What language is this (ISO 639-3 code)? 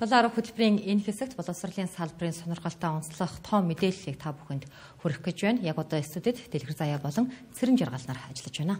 mon